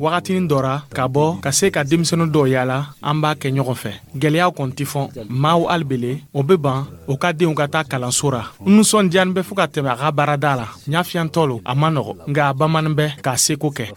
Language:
Dyula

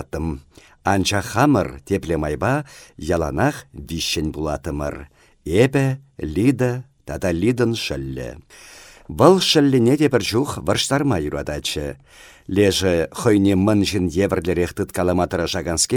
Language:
Chuvash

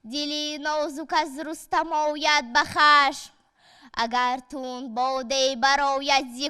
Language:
Tajik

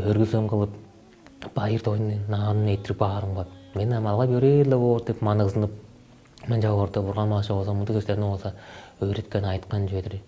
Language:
Tuvinian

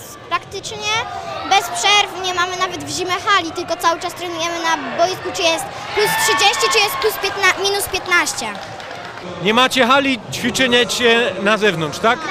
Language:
Polish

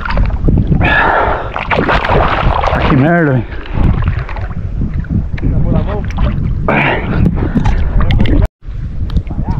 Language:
Portuguese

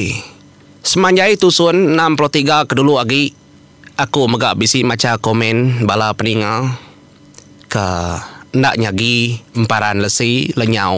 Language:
Iban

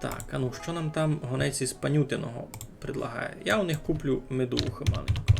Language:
Rusyn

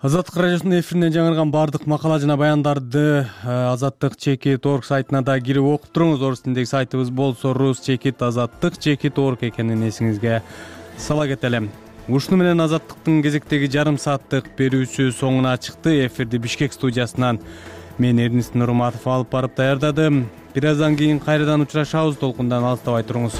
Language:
Kyrgyz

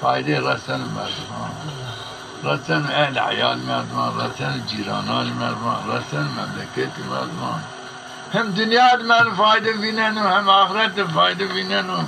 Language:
Zaza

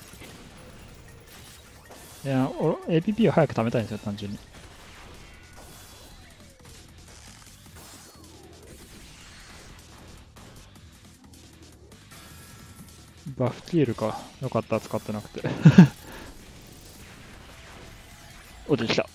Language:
Japanese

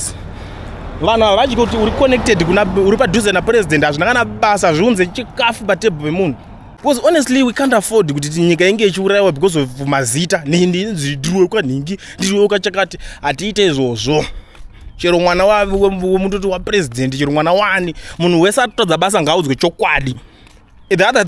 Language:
Shona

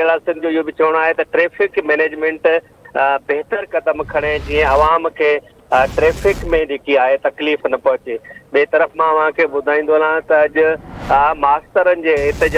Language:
Sindhi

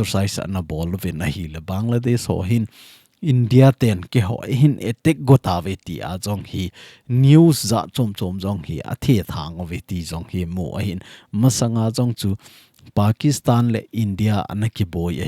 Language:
Thado Chin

